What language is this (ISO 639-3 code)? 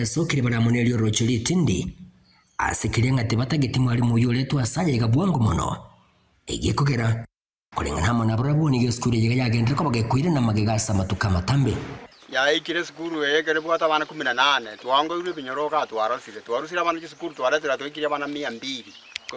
guz